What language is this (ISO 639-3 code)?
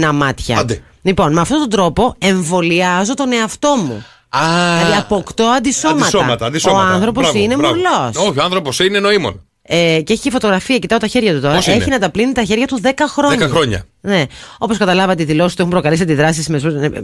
ell